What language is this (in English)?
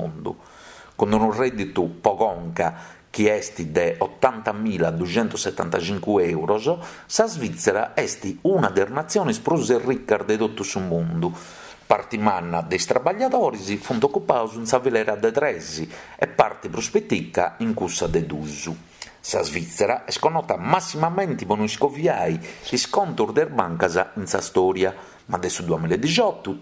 Sardinian